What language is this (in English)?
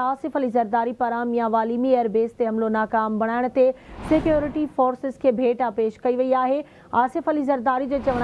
Sindhi